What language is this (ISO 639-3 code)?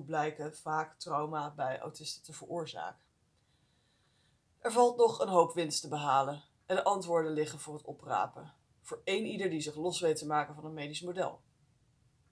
nld